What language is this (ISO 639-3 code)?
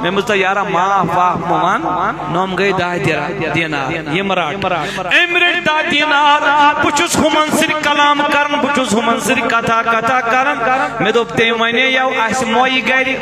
kas